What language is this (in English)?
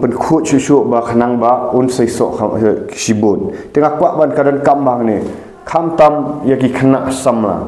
Khasi